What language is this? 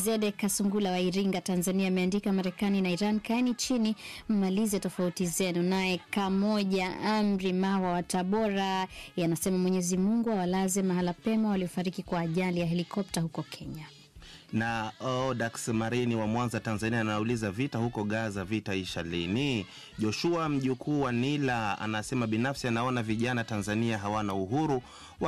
Swahili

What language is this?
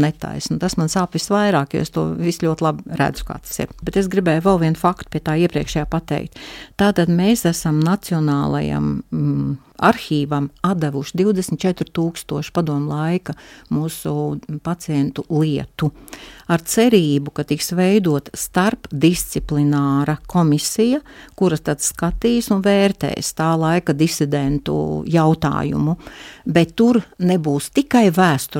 Latvian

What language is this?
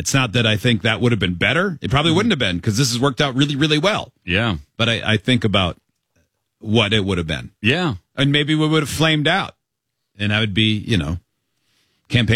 English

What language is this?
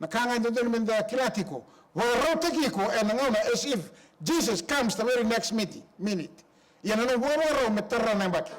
Fijian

